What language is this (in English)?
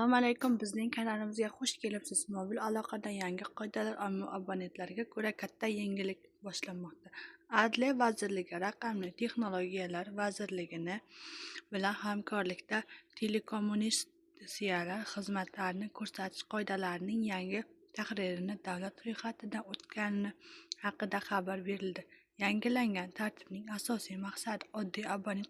Uzbek